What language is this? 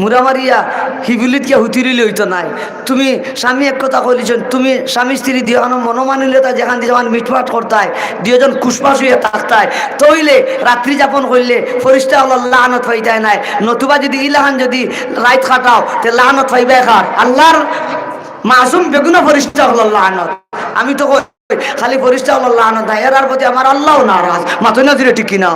Sylheti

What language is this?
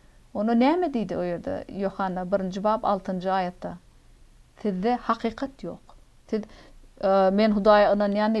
Turkmen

